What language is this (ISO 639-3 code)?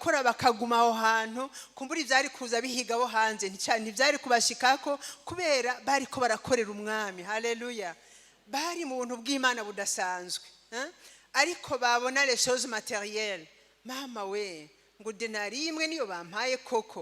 run